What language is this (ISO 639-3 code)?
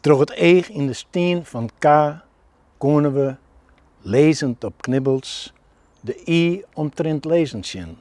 fry